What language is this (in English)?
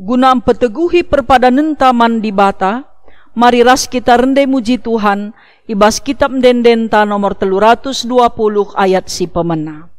Batak Karo